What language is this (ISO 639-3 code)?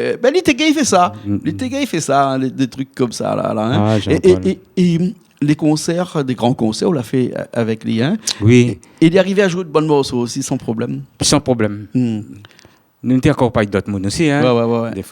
rcf